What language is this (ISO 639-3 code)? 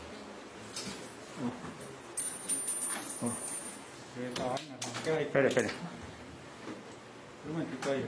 spa